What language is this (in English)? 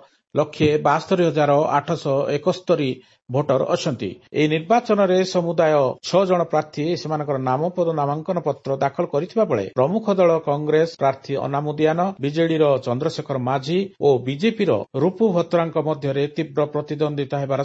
Odia